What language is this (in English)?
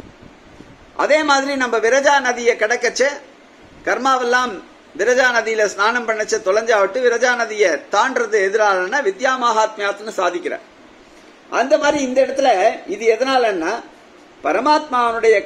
Tamil